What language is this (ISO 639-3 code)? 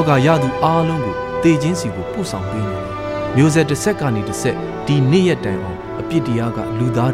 mya